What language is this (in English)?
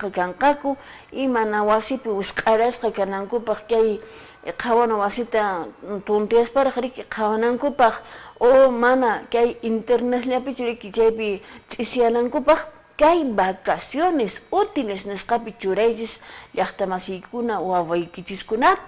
Quechua